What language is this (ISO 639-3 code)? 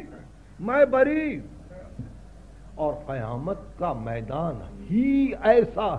urd